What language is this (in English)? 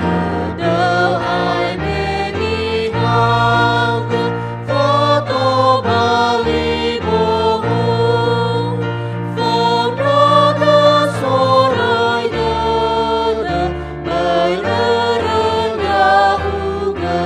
Nias